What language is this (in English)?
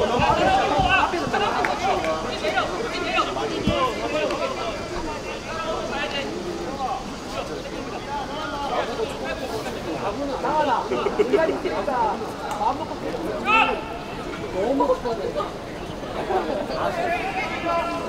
Korean